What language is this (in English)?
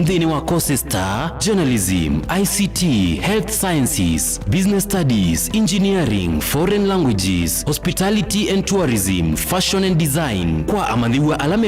Kamba